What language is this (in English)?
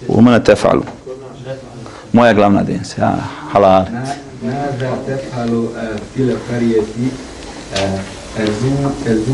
Bosnian